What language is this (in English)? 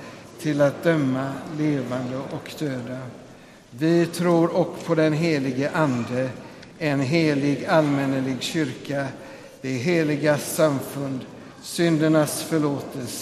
Swedish